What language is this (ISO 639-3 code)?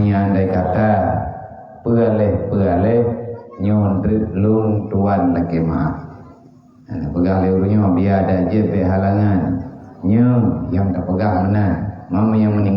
ace